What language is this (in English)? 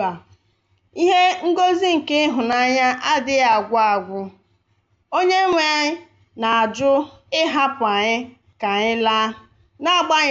Igbo